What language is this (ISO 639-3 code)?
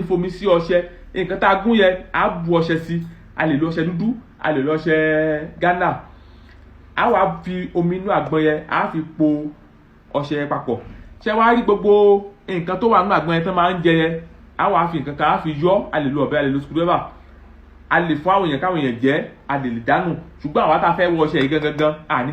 yor